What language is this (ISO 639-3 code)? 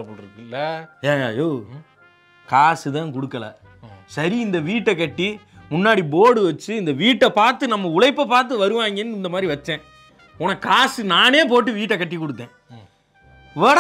tam